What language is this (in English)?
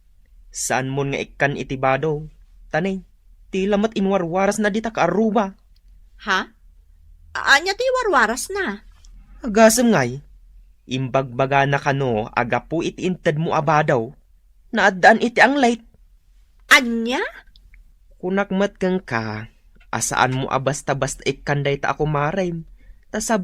Iloko